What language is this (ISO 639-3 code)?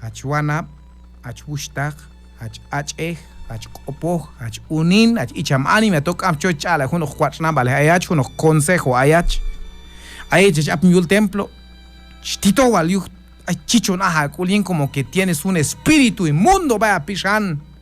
kjb